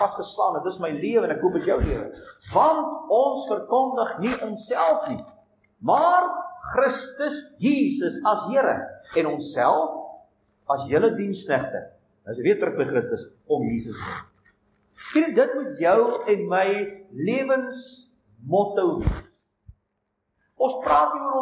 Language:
Afrikaans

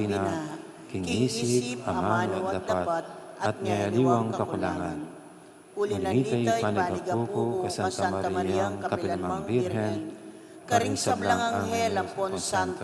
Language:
Pampanga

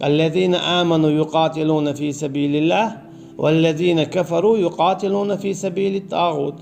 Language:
Chechen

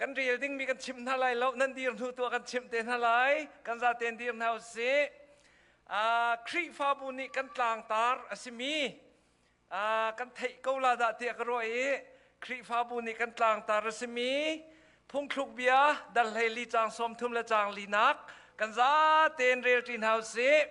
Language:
Hakha Chin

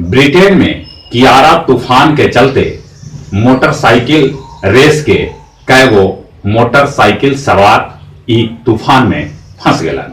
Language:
Magahi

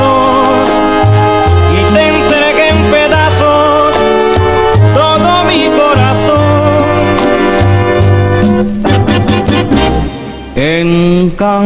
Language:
Spanish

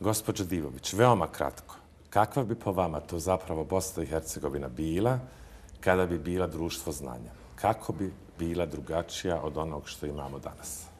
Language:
Bosnian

